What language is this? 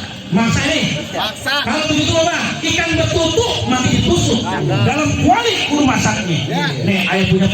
Betawi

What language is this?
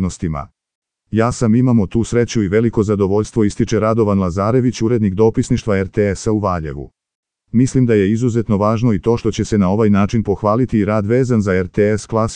Serbian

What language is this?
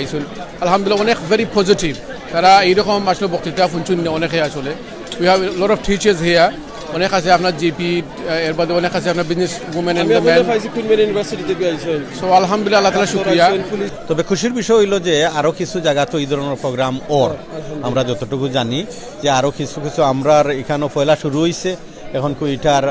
Sylheti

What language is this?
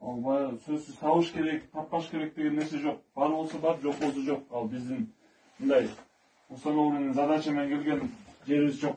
Kyrgyz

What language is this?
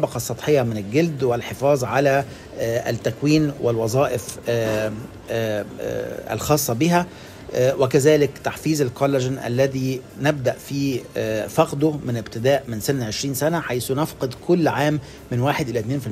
Tunisian Arabic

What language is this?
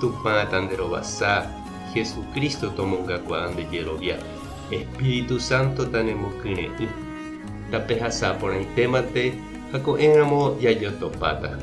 Guarani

